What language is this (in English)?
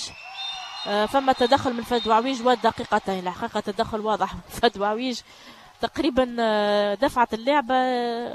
Tunisian Arabic